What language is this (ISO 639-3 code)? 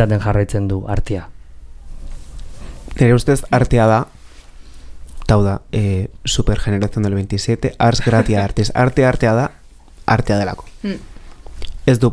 eus